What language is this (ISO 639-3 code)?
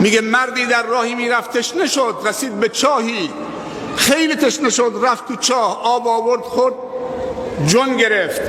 fas